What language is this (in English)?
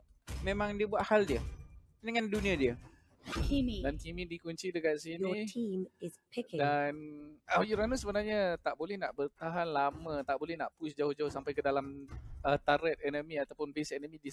Malay